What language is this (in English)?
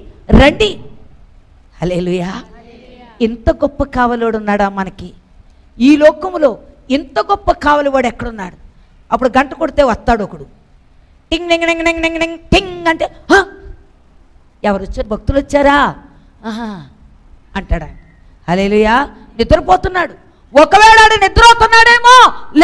Telugu